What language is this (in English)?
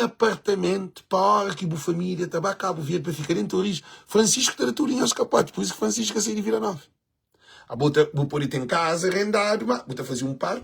Kabuverdianu